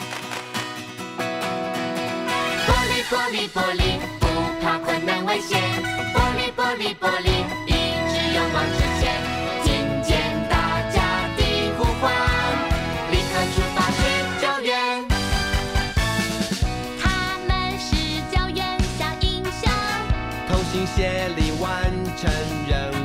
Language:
Chinese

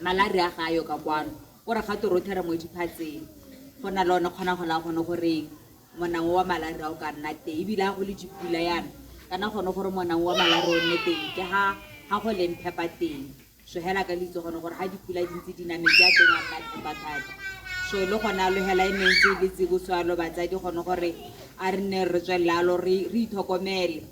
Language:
Tswana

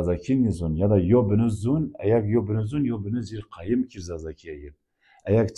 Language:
Zaza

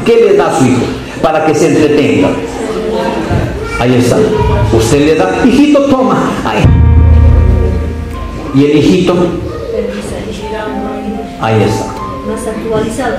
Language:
Spanish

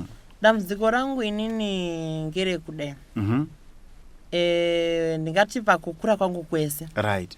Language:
Shona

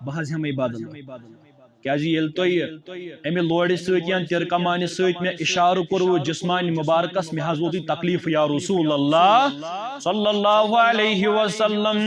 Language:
Kashmiri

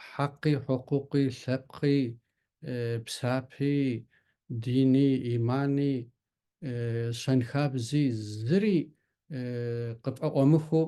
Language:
Kabardian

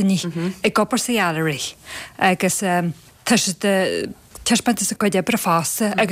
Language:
Irish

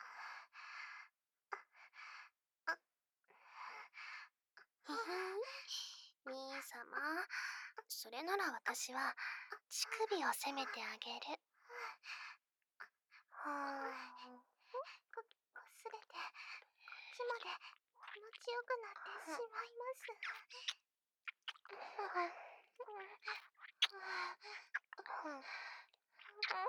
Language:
Japanese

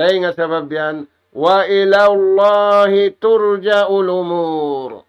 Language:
Tausug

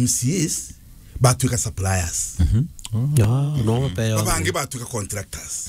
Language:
Meru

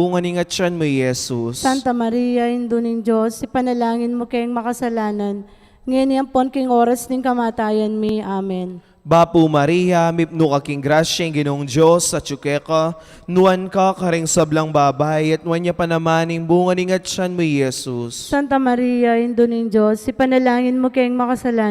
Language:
Pampanga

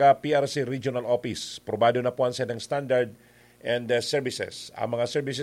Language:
Bikol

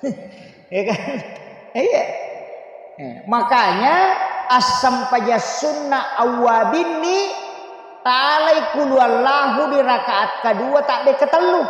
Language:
Buginese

